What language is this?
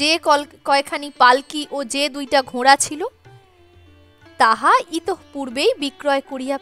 Bangla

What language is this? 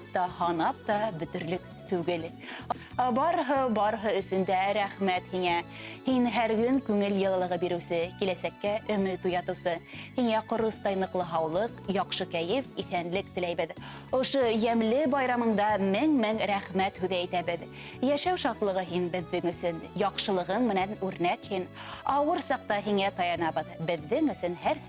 Bashkir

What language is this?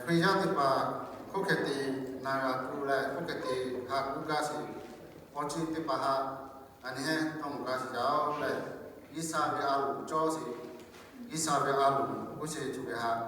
Lahu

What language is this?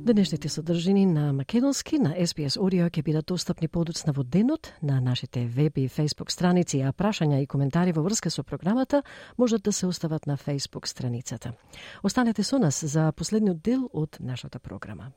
Macedonian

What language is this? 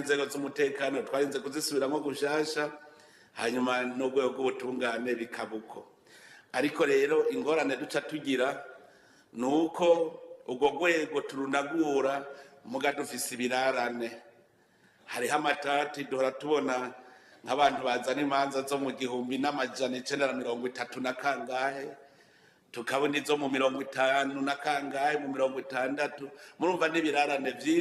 Rundi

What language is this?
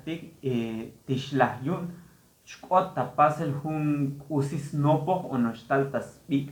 Tzotzil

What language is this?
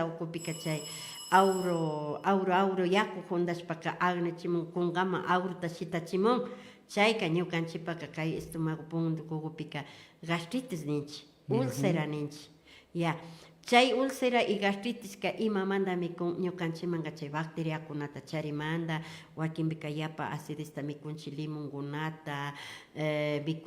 Imbabura Highland Quichua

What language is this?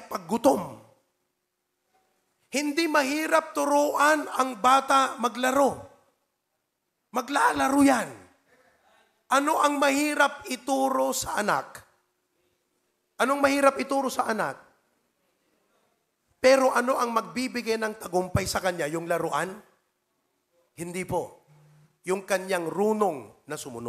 Filipino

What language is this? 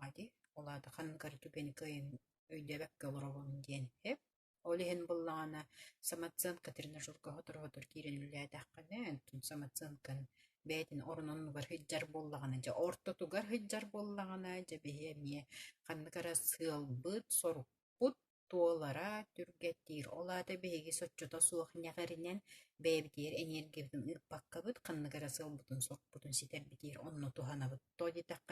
Yakut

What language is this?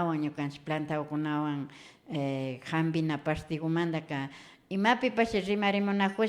Imbabura Highland Quichua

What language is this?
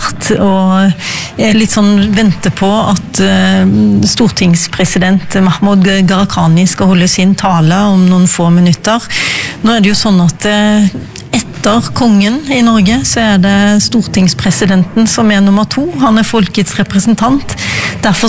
Norwegian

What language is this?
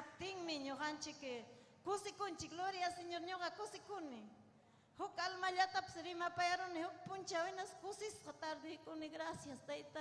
Ayacucho Quechua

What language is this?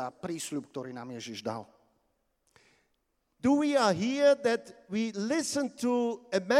Slovak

